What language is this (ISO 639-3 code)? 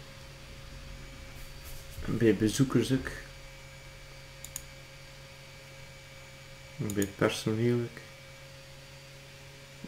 nld